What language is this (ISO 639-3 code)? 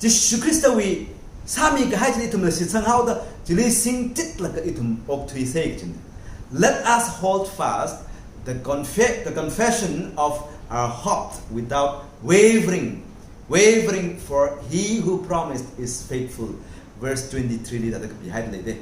nmf